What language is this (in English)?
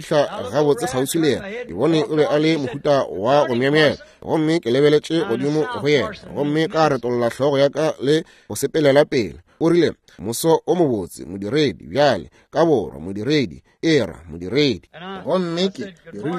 Northern Sotho